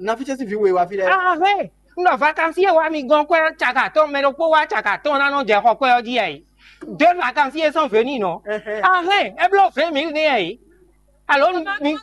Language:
Fon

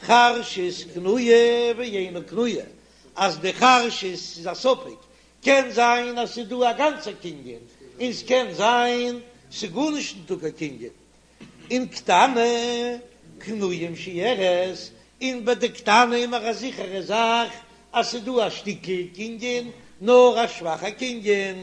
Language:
Yiddish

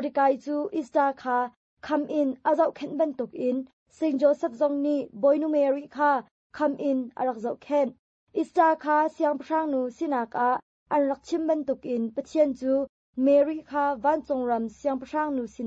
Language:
Hakha Chin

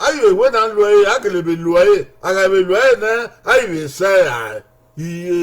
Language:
Bini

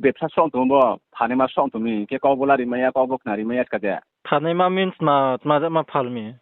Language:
Riang (India)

